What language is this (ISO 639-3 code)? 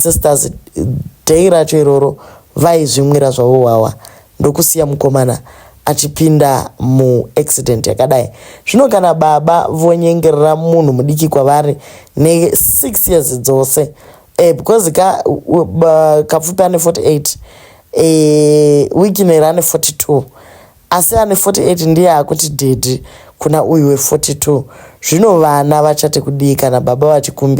sna